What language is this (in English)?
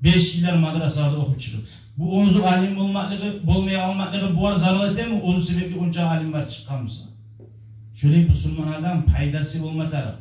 Kumyk